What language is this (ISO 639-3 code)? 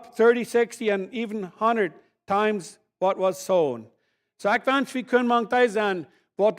pdt